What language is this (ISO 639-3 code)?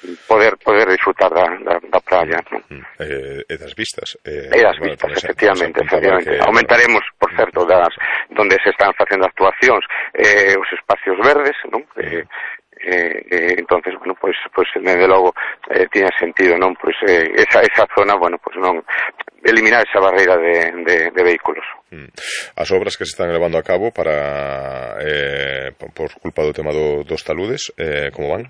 glg